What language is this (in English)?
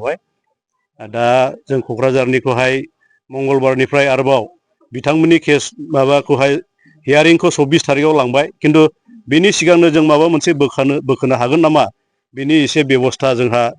Bodo